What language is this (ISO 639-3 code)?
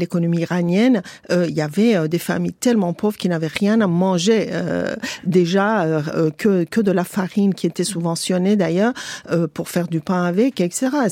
fra